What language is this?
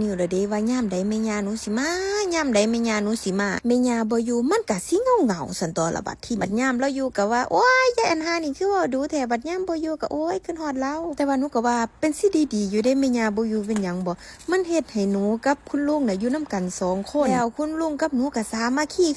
Northeastern Thai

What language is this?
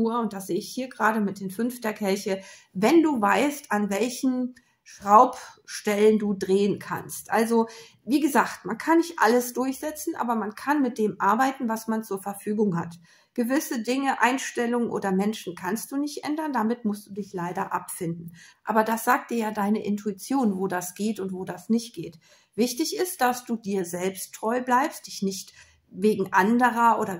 German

